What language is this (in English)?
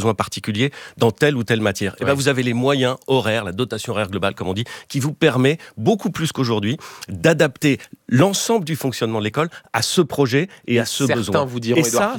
French